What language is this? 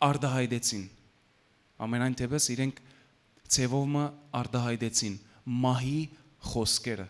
Western Armenian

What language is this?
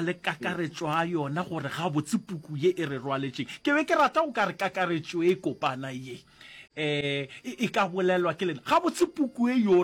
Northern Sotho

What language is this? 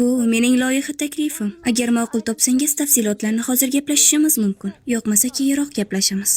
Uzbek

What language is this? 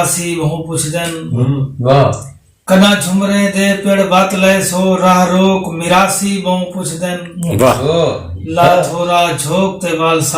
Saraiki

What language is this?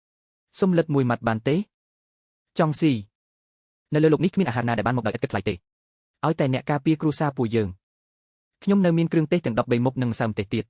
Khmer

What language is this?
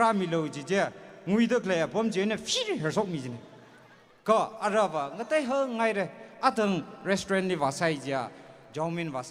Tangkhul Naga (India)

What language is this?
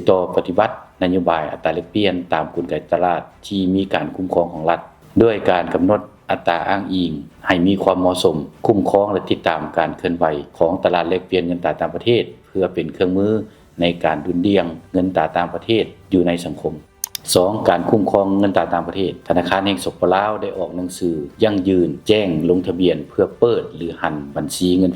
Lao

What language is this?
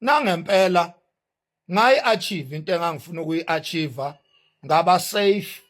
Zulu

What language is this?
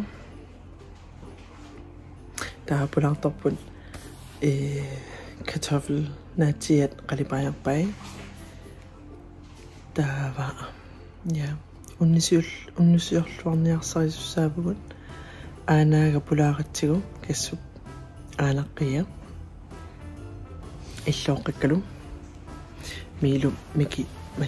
Kalaallisut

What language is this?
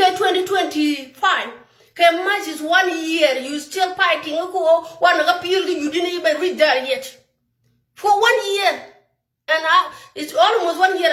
Nuer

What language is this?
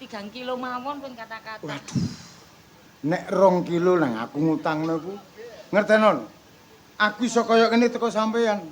Javanese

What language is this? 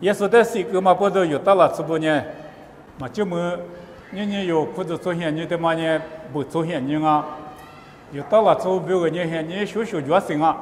Lisu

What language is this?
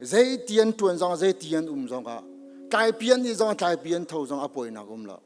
Hakha Chin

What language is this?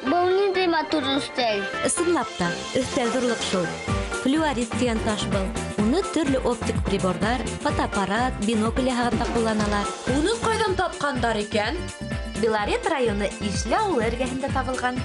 Bashkir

